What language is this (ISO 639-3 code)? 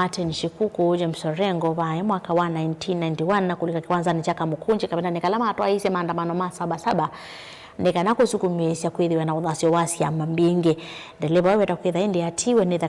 kam